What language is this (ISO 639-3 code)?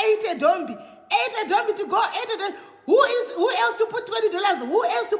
sna